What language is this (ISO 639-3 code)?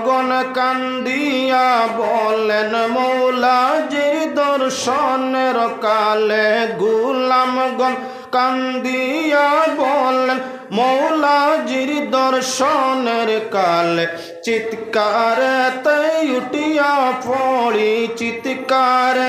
syl